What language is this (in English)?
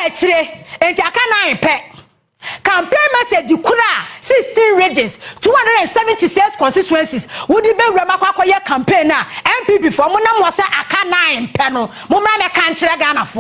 Akan